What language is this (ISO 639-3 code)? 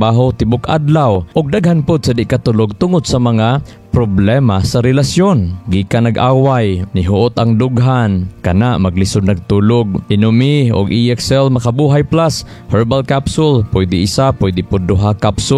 ceb